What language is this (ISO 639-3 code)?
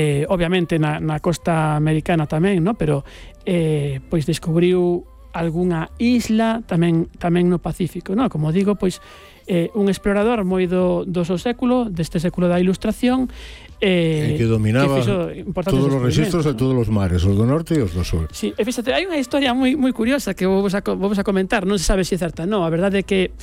glg